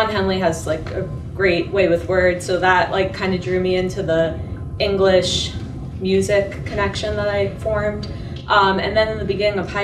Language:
English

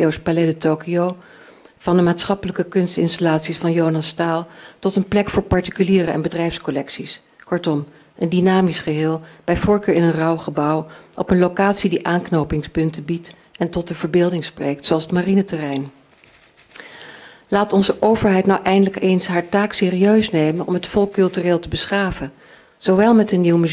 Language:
Dutch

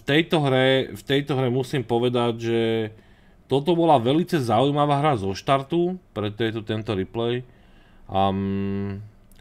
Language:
Slovak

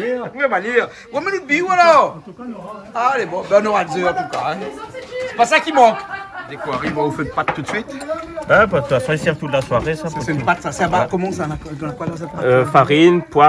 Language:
Réunion Creole French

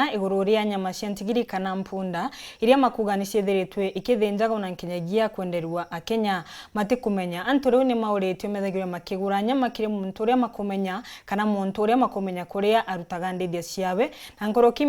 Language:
Meru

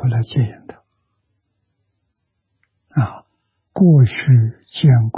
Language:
Chinese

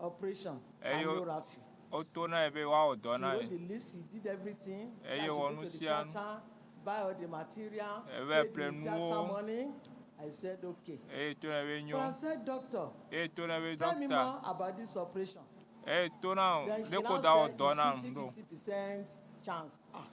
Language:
Ewe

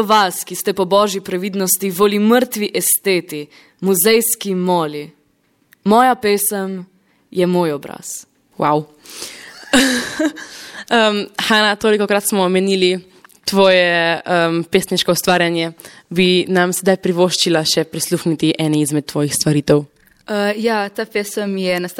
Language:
Slovenian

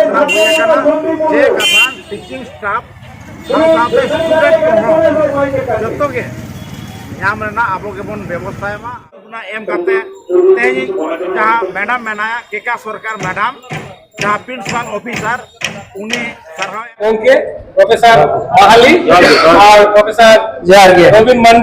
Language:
Santali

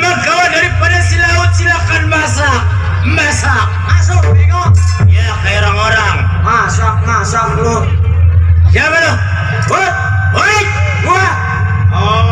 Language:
Betawi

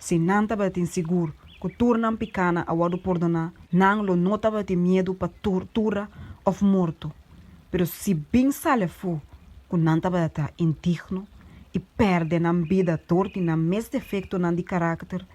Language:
Papiamento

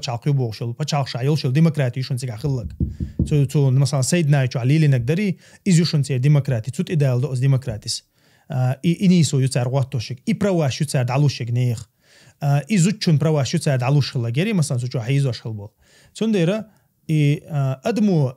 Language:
Chechen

